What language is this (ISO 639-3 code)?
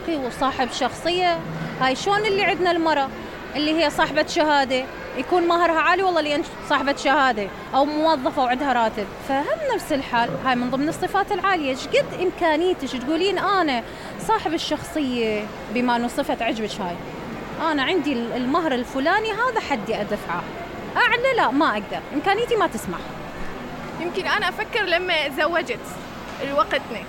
acm